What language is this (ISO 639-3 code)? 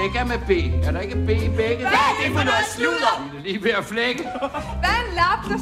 dan